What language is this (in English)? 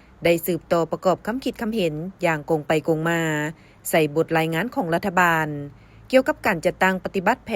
Lao